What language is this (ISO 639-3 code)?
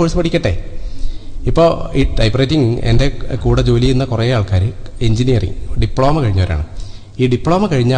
mal